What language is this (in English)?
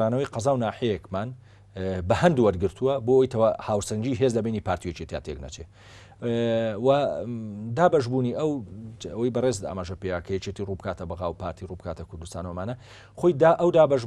Central Kurdish